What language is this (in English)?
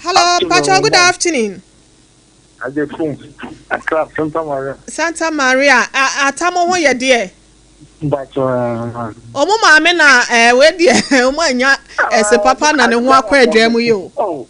Akan